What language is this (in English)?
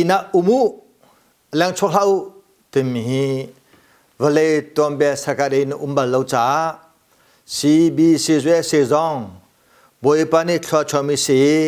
Hakha Chin